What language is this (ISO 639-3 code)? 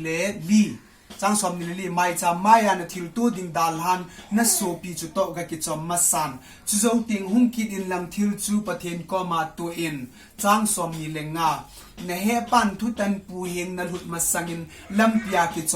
tcz